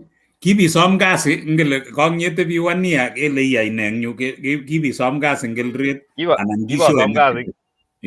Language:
Kalenjin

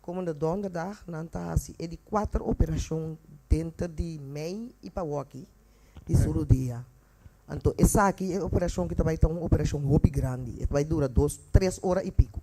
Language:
Papiamento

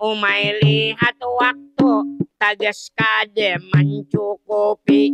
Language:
Banjar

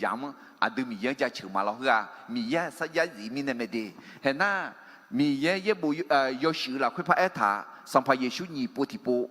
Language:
Akha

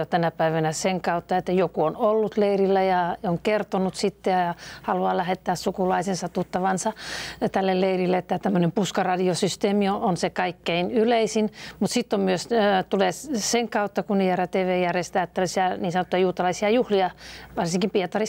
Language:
Finnish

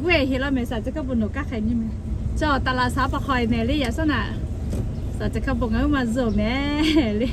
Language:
Lahu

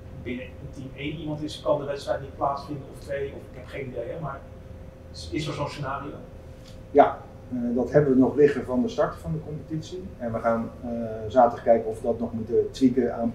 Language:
Dutch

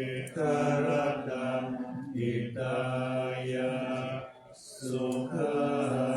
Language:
Pali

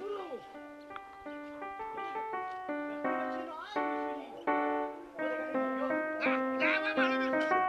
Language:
Persian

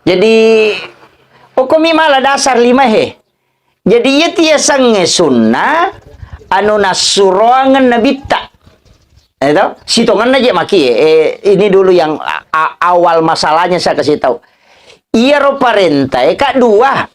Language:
Buginese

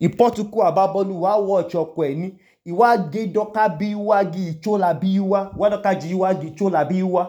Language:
Idoma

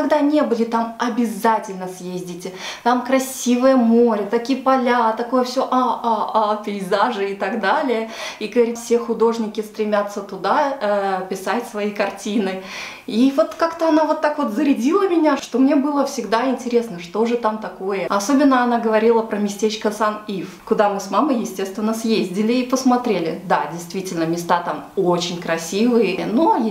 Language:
Russian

